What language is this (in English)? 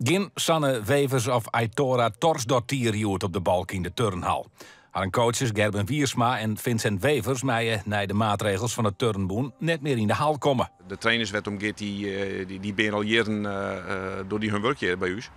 Western Frisian